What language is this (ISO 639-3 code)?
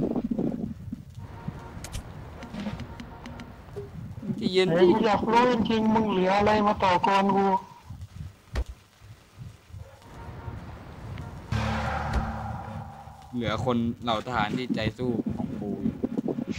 tha